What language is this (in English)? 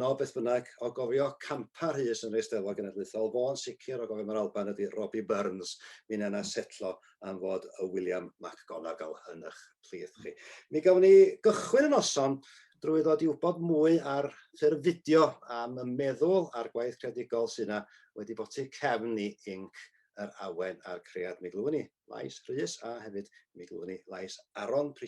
Welsh